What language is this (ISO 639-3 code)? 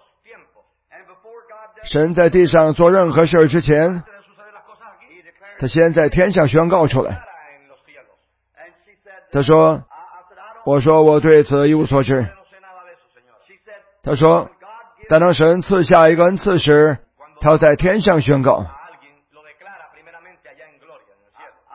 zho